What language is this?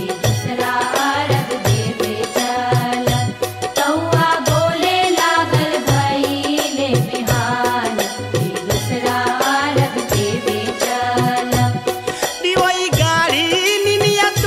Bhojpuri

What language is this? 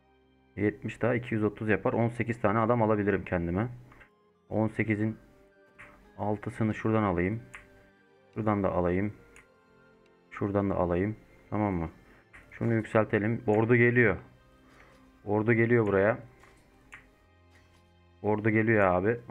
Turkish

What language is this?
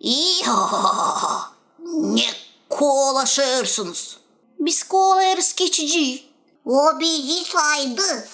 Gagauz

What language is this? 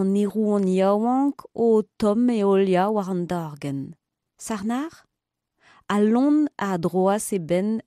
Breton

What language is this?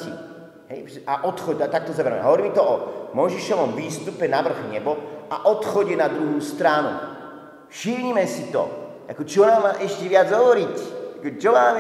Slovak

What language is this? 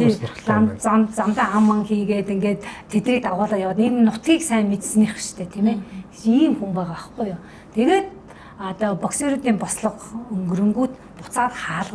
Mongolian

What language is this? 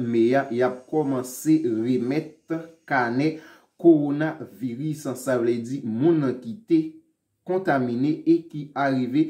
Haitian Creole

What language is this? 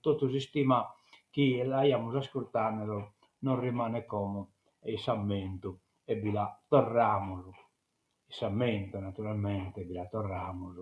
Sardinian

